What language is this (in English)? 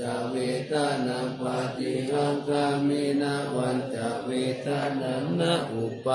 Pali